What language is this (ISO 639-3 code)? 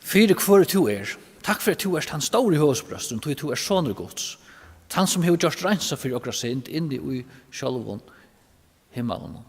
fao